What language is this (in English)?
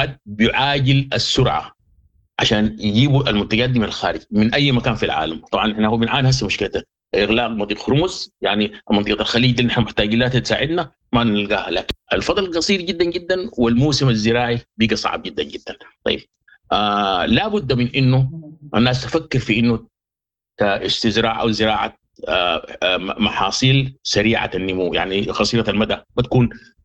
Sudanese Arabic